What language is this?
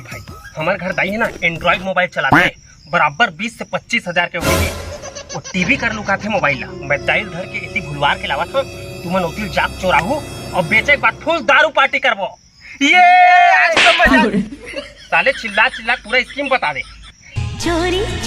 Chhattisgarhi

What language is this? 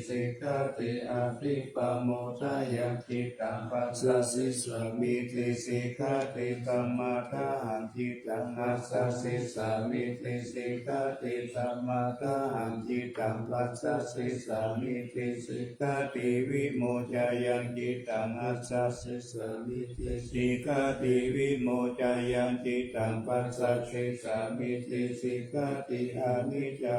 Pali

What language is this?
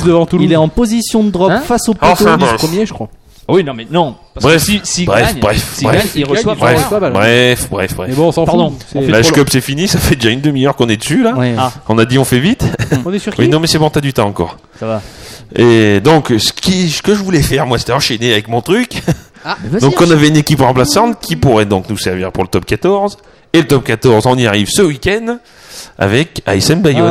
French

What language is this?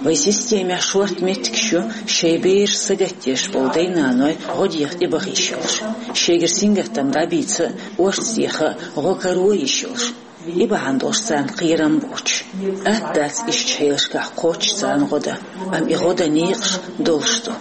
Chechen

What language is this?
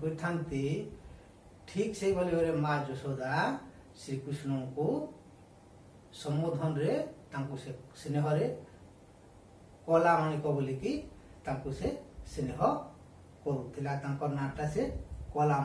Odia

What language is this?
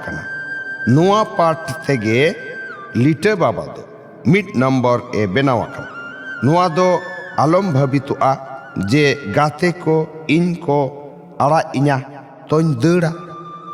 Santali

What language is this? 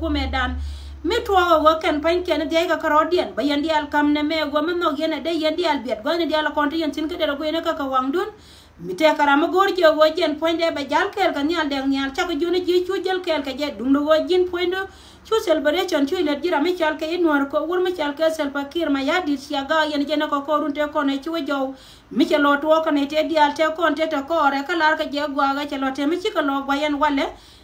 Nuer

